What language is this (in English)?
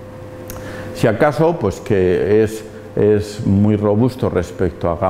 Spanish